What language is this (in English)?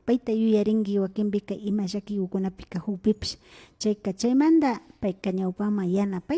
Imbabura Highland Quichua